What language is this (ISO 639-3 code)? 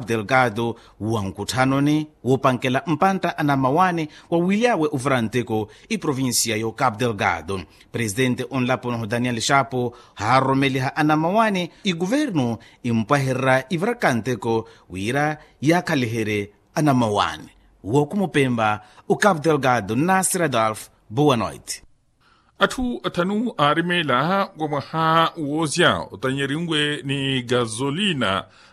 vmw